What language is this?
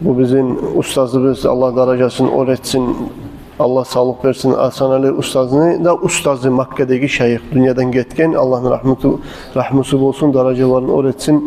Kumyk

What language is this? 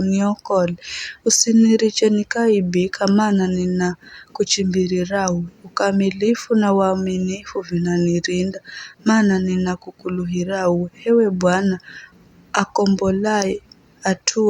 Giryama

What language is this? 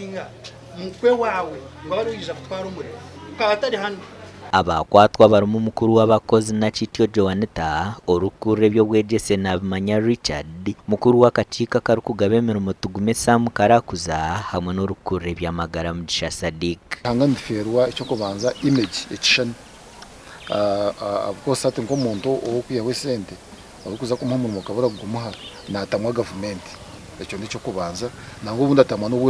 Nyankole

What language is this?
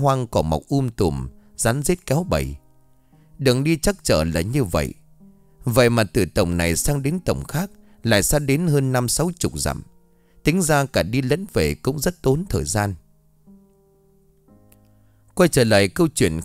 Vietnamese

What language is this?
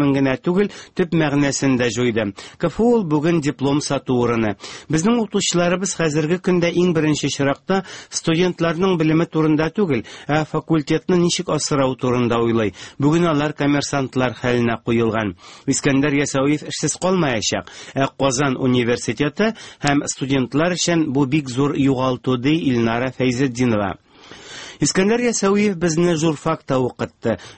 Tatar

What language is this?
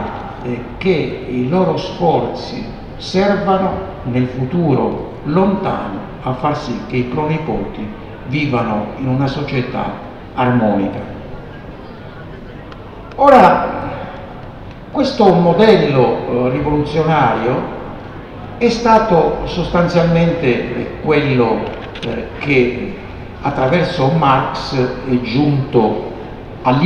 Italian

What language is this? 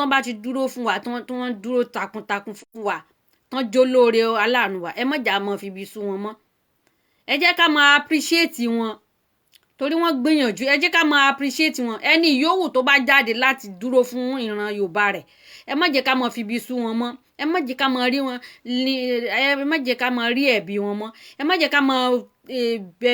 Yoruba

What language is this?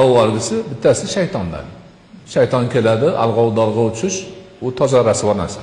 Uzbek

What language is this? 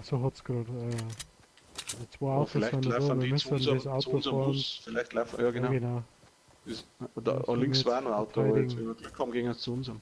Bavarian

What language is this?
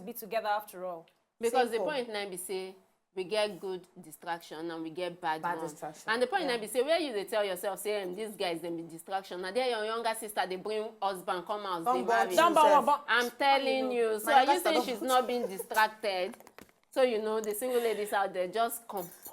Nigerian Pidgin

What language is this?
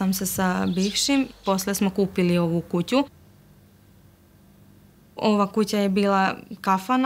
Serbian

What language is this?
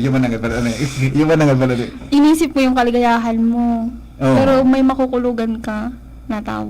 Bikol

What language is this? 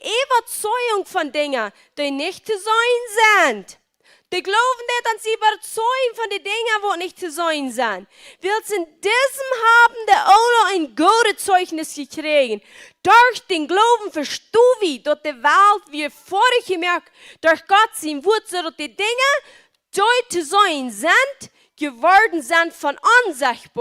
Plautdietsch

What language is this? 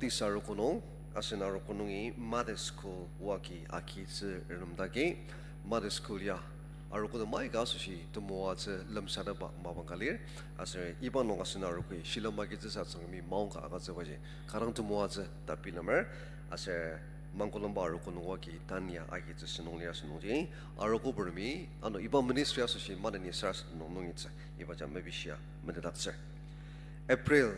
Ao Naga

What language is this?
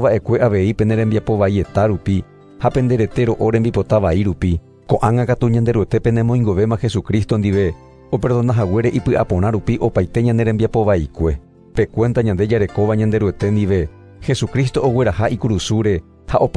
Guarani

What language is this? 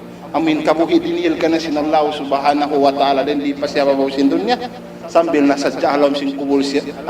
Tausug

